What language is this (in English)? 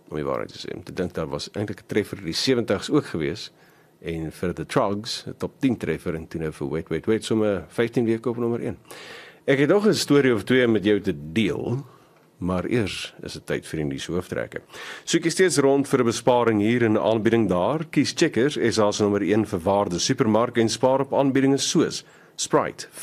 Afrikaans